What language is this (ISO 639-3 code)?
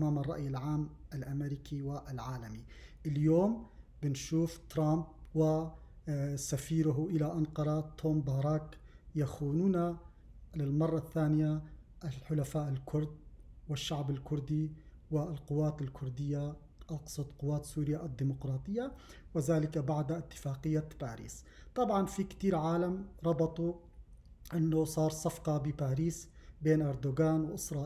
apc